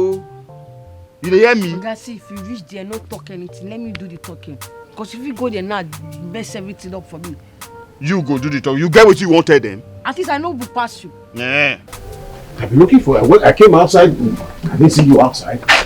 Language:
Nigerian Pidgin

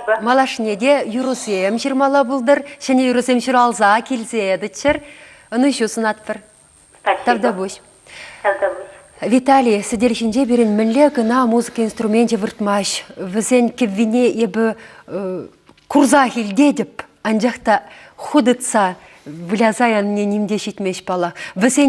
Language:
Chuvash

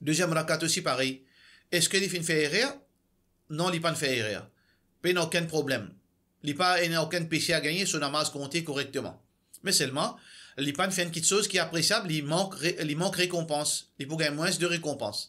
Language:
Morisyen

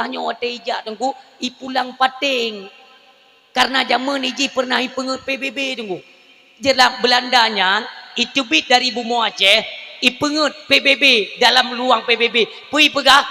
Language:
Achinese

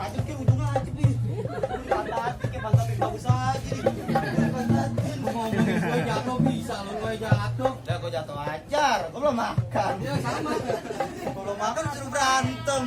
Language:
Betawi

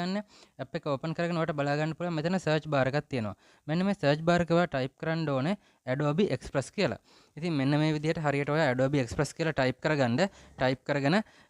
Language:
Sinhala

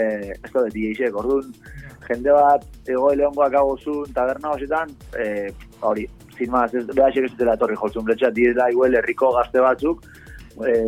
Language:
Basque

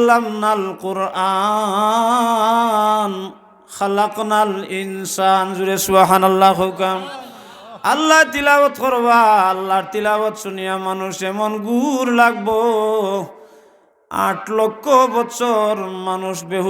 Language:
Sylheti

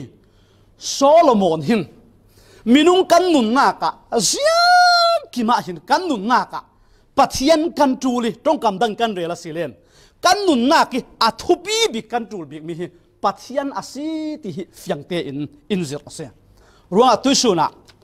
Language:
Falam Chin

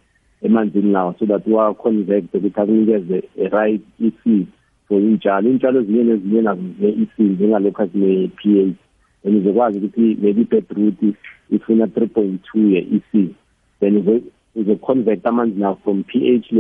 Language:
South Ndebele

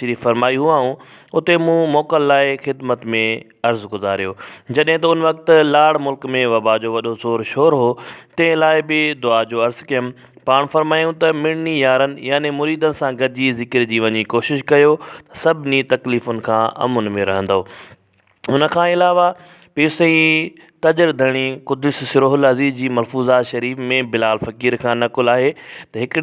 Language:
Sindhi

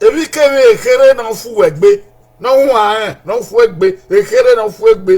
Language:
Bini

